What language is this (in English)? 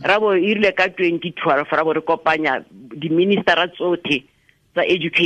Tswana